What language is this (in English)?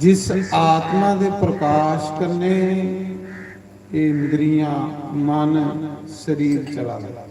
Dogri